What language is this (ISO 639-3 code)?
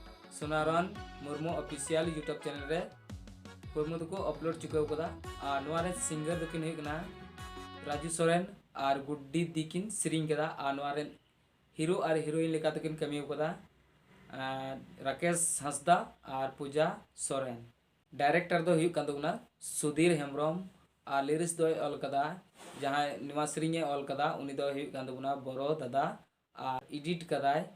sat